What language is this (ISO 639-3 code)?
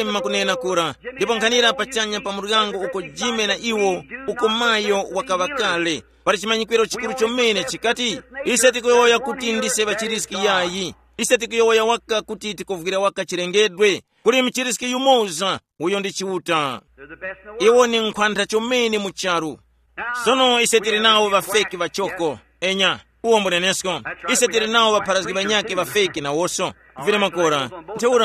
tum